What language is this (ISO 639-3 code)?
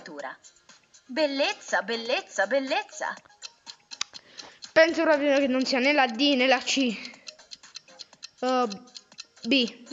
ita